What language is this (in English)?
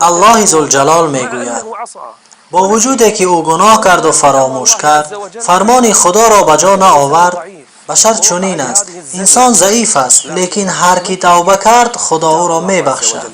Tajik